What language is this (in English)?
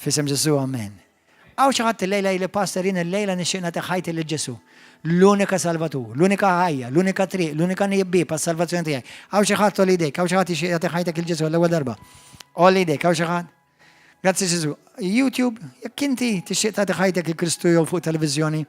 Maltese